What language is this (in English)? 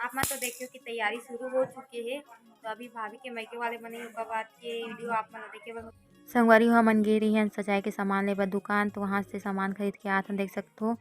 Chhattisgarhi